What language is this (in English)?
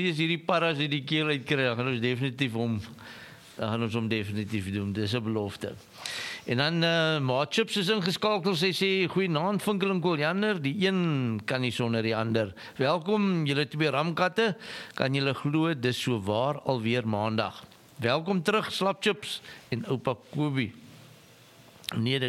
Afrikaans